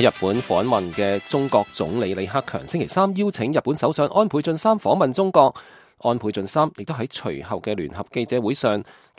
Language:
Cantonese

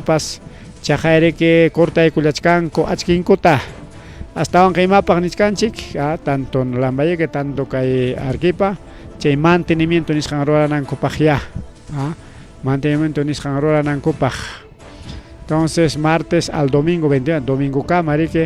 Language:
Ayacucho Quechua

